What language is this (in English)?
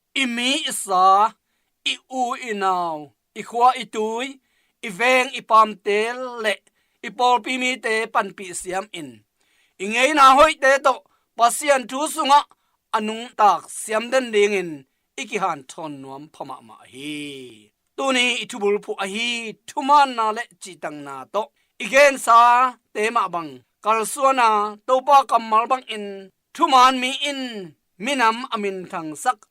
Tedim Chin